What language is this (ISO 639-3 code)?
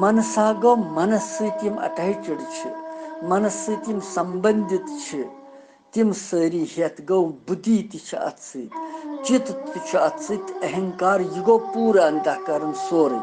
kas